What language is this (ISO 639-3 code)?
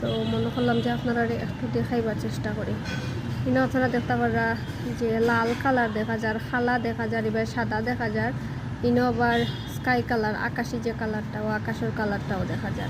syl